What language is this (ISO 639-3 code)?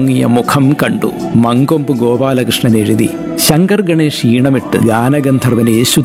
mal